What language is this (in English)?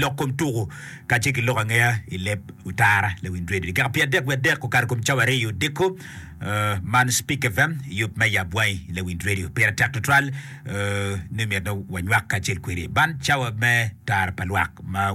Acoli